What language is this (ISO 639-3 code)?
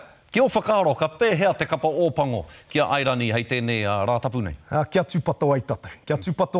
mri